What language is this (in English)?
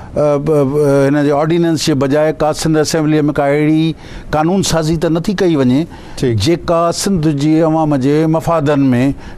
Sindhi